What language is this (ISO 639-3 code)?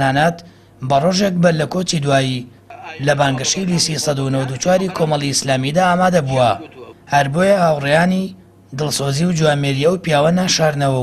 ckb